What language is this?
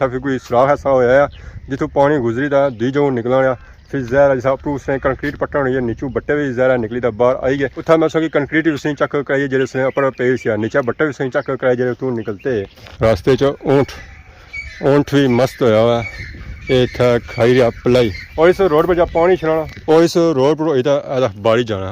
Pahari-Potwari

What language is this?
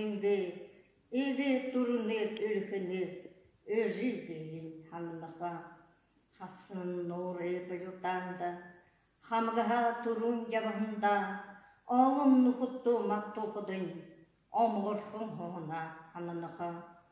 Buriat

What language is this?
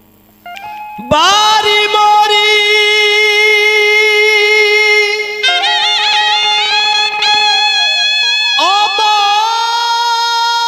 Bhojpuri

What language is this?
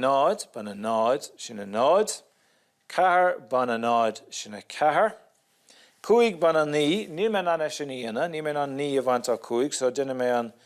Irish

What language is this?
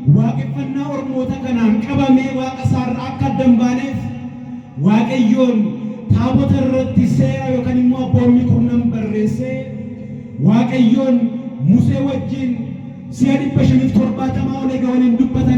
Oromo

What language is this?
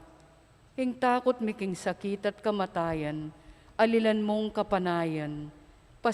Pampanga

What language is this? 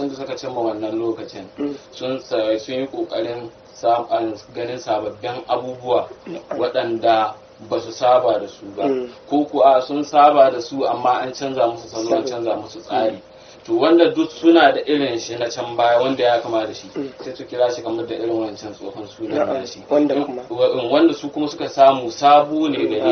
Hausa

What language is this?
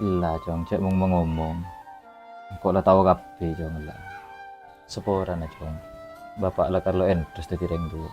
Madurese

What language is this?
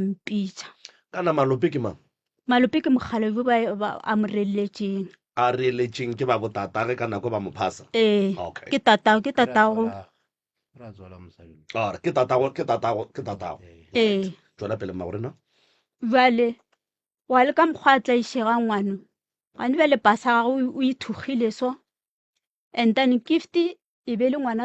Northern Sotho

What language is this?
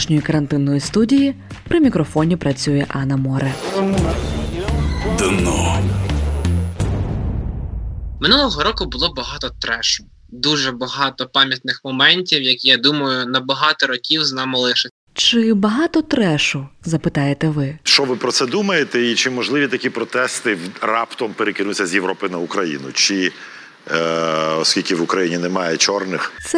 Ukrainian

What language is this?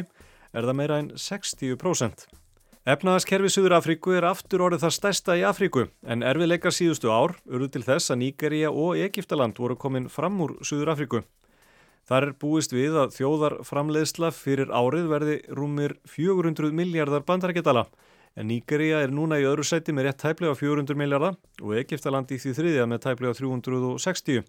Icelandic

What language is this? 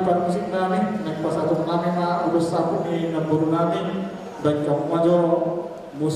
Batak Toba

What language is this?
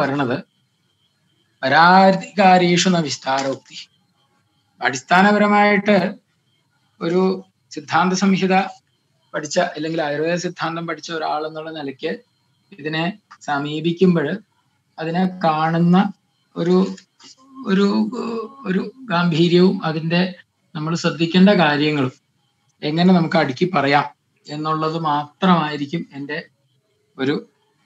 Malayalam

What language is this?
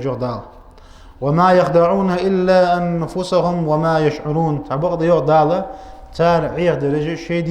Ingush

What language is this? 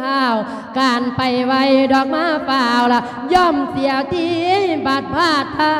Lao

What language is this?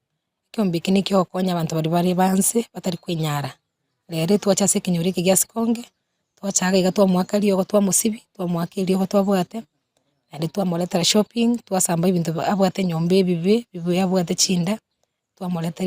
Gusii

